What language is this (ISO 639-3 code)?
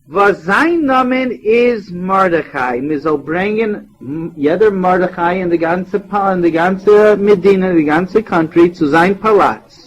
yid